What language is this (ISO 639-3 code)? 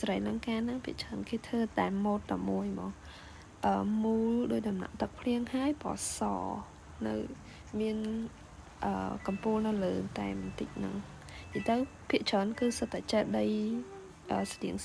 khm